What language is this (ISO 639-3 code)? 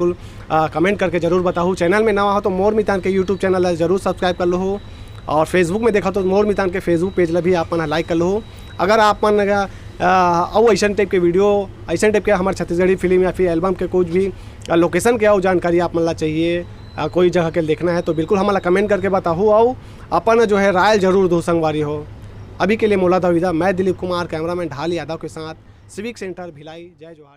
hne